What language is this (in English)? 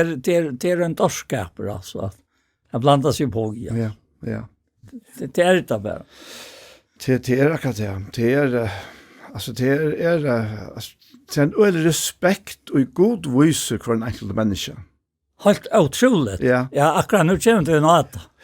Faroese